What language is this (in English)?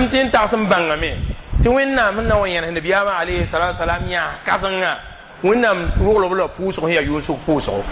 Mossi